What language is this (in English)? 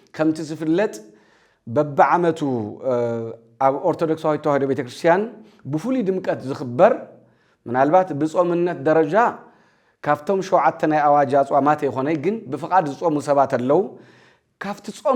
Tigrinya